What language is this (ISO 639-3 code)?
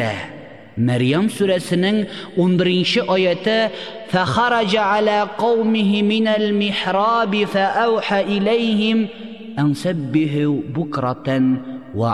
tat